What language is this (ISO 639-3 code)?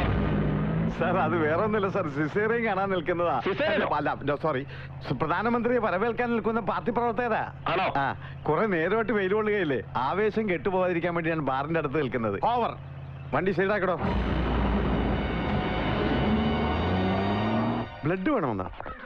mal